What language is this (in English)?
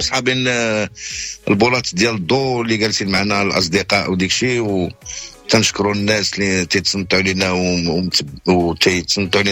Moroccan Arabic